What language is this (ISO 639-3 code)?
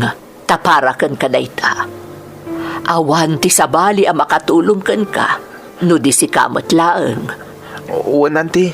ilo